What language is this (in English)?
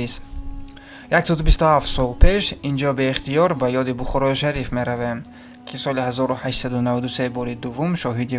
Tajik